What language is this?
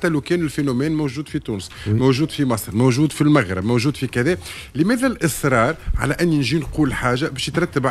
Tunisian Arabic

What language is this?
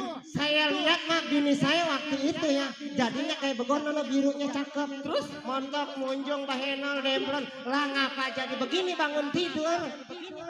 Betawi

